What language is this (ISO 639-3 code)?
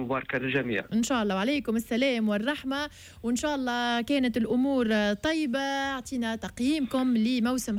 aeb